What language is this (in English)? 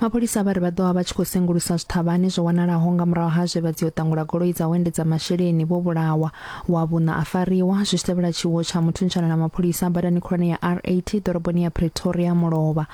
Venda